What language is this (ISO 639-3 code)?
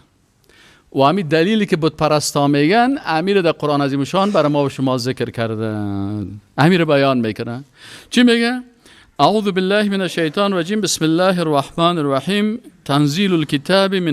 fas